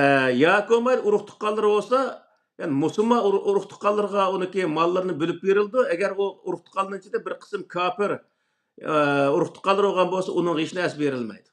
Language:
Uyghur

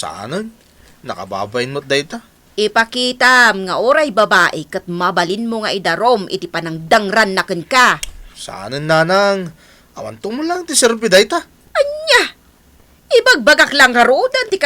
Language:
Iloko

